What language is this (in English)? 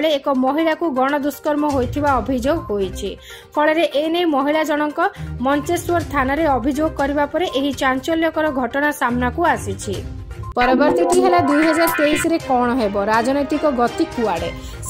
Odia